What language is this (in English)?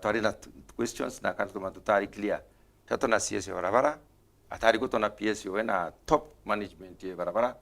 Meru